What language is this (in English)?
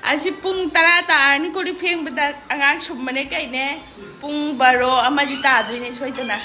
Manipuri